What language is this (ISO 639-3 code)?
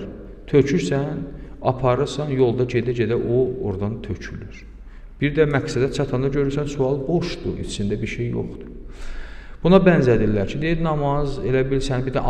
aze